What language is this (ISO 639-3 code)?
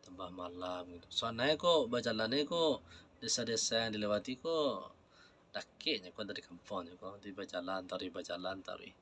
min